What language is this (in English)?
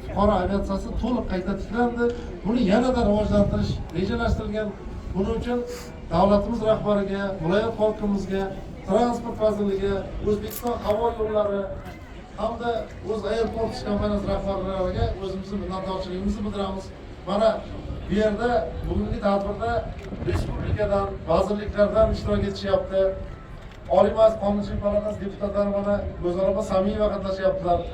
Uzbek